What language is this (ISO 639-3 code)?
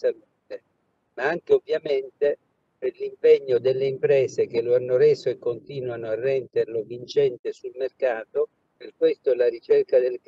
ita